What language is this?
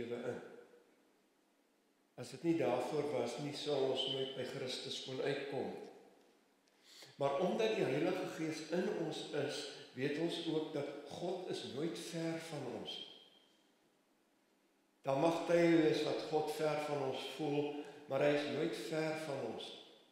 Afrikaans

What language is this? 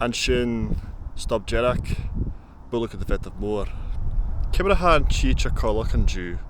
Scottish Gaelic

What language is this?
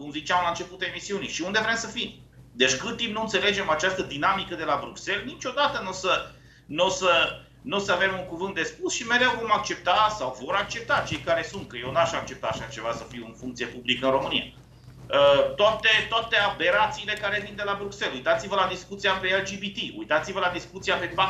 Romanian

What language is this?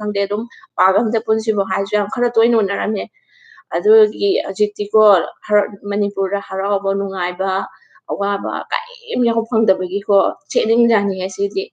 Manipuri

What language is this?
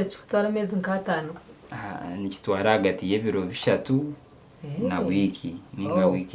Nyankole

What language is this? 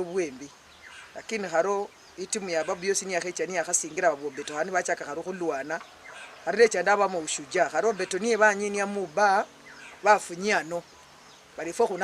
Luyia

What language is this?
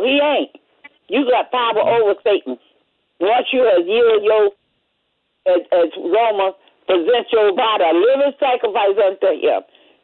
English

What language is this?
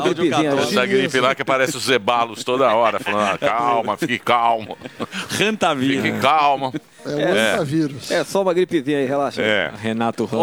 Portuguese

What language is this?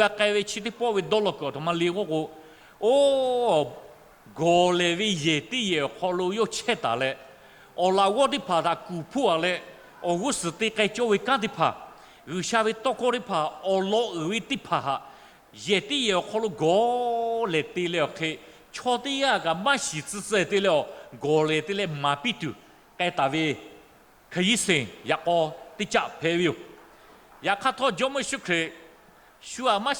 Lahu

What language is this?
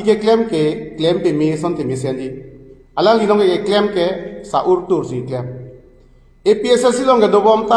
Karbi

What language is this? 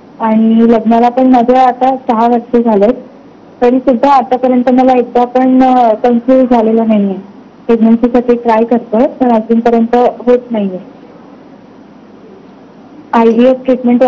Marathi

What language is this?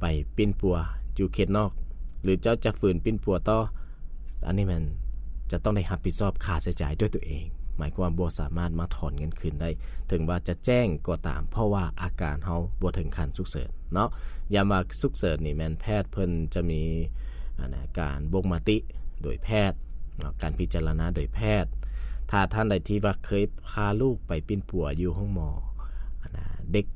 Lao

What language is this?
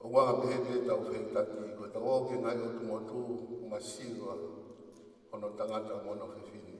Tongan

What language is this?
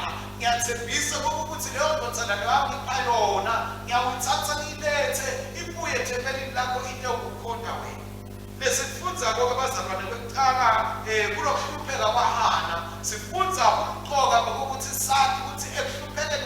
Swati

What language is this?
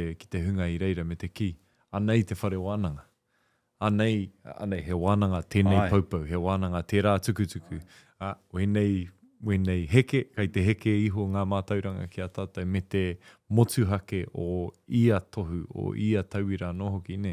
Māori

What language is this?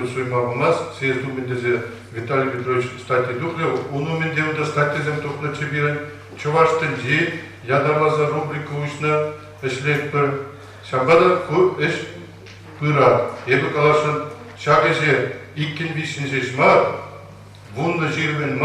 Chuvash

